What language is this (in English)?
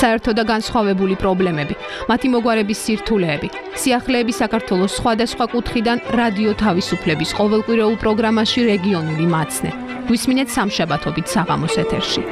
Georgian